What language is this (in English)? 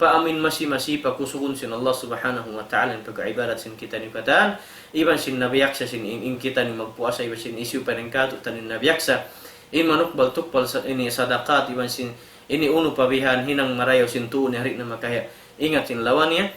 Tausug